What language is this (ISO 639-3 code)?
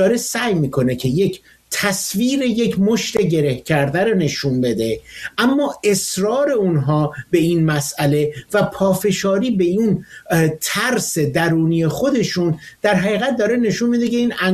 fas